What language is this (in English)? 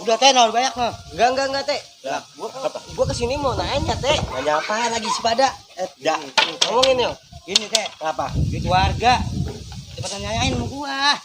Betawi